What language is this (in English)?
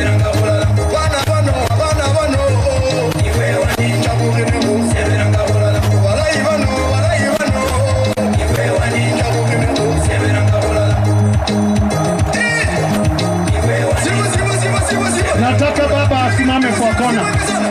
Swahili